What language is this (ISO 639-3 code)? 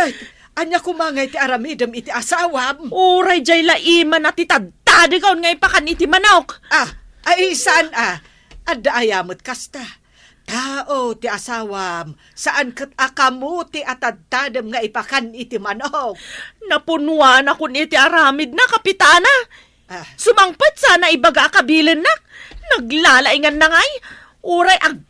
ilo